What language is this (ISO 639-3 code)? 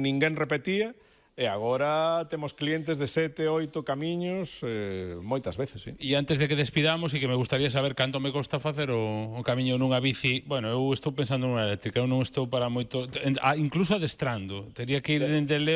glg